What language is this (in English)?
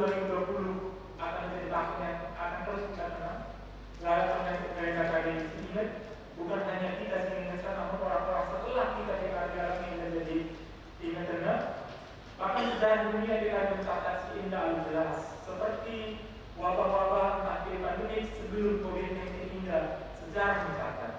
Batak Karo